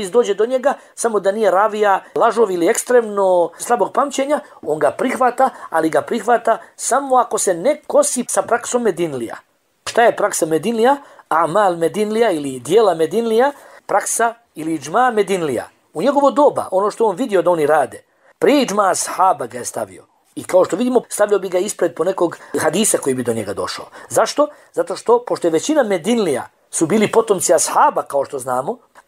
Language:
Bosnian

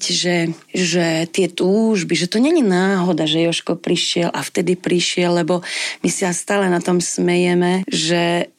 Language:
Slovak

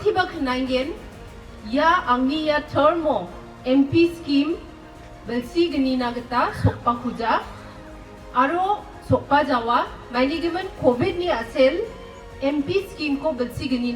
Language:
Garo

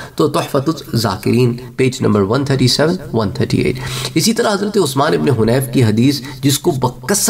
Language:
Urdu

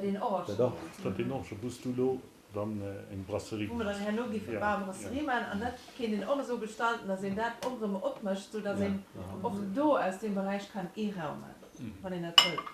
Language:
Luxembourgish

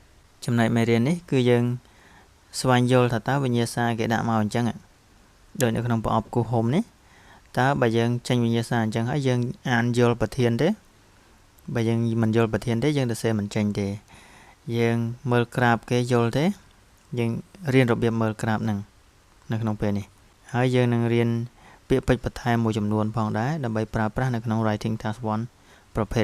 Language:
Khmer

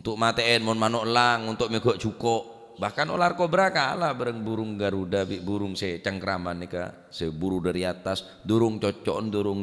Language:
Madurese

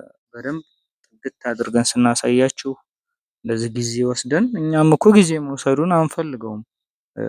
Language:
Amharic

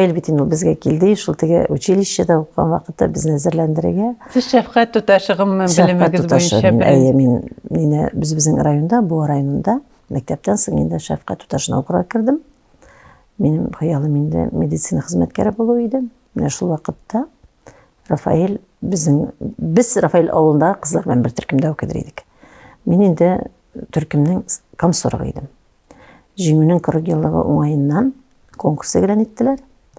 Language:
Tatar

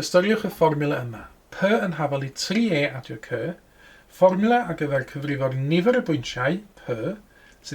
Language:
Welsh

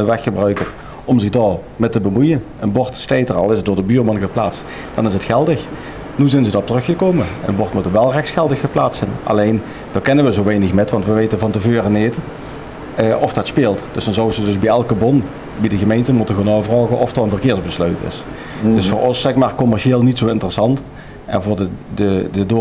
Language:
Limburgish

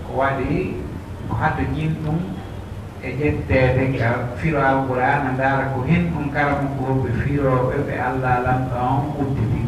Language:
Pular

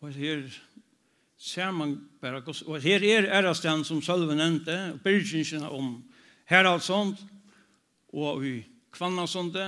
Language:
Faroese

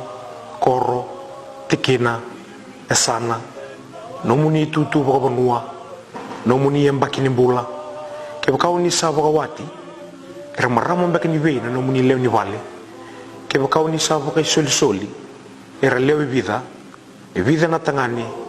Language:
Fijian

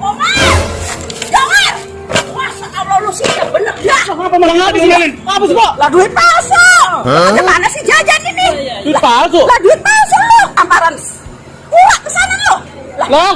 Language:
Betawi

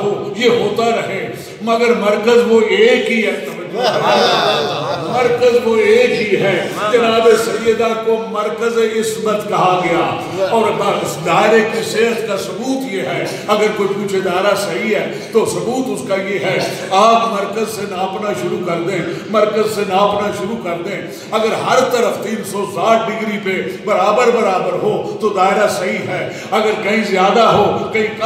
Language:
Urdu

